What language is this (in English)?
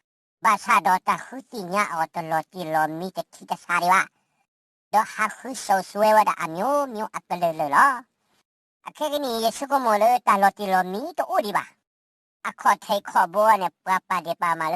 S'gaw Karen